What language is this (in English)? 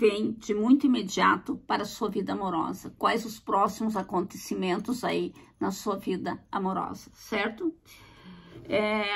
Portuguese